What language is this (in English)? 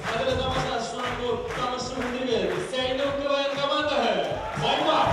Bashkir